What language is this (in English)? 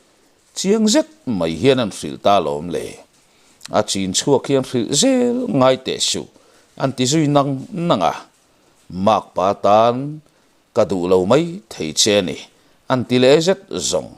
Mizo